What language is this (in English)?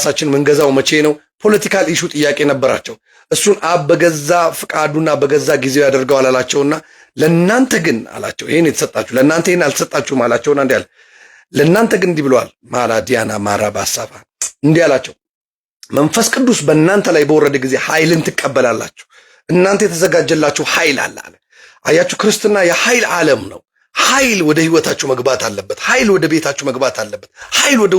Amharic